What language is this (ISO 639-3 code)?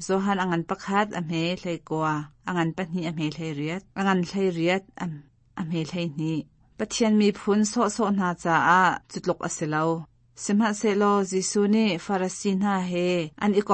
cnh